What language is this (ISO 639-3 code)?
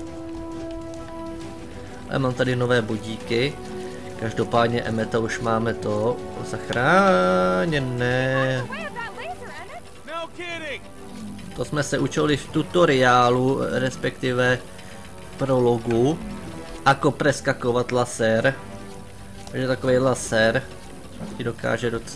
ces